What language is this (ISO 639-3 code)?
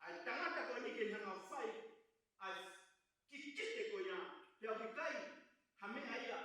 ton